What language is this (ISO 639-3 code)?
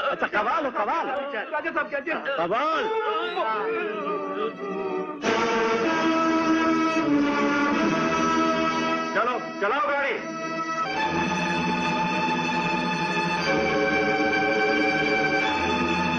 hin